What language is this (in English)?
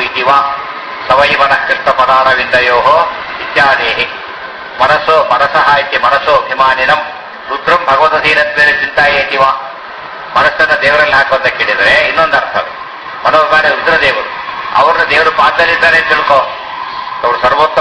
Kannada